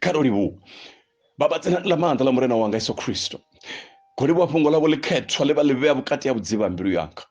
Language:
Venda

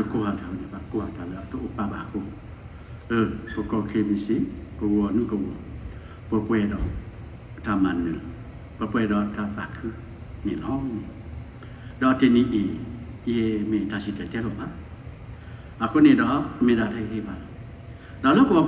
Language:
S'gaw Karen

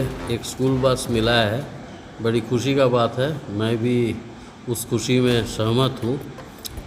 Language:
Sadri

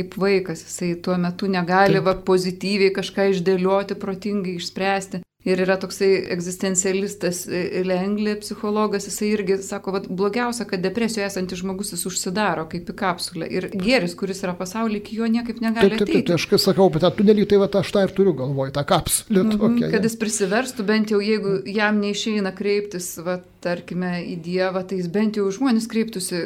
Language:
Lithuanian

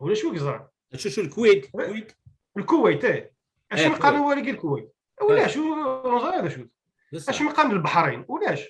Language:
Kabyle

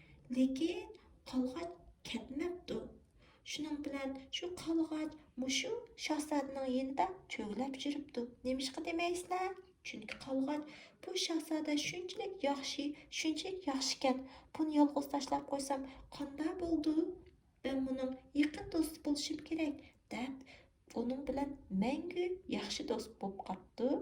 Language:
Uyghur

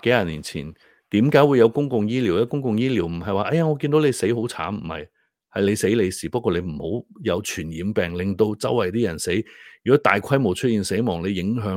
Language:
Cantonese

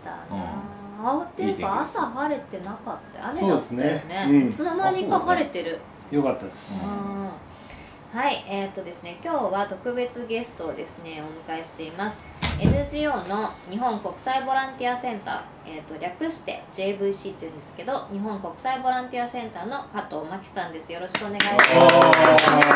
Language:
Japanese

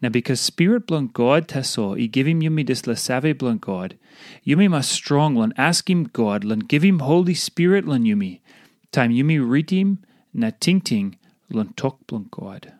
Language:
Tok Pisin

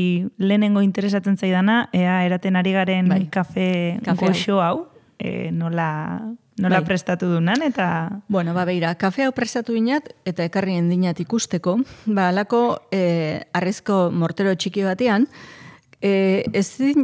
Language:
Basque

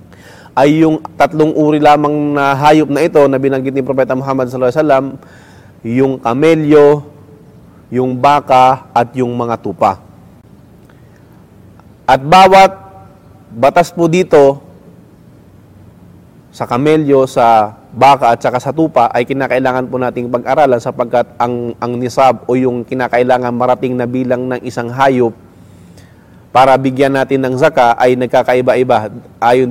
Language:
Filipino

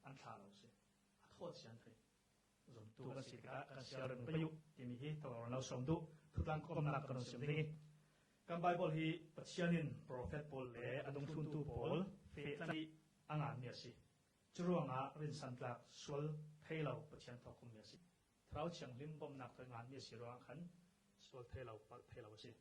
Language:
Falam Chin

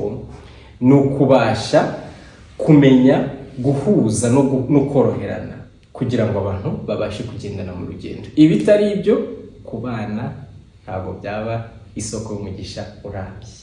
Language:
Kinyarwanda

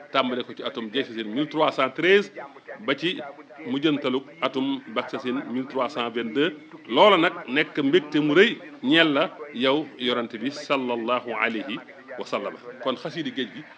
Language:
Wolof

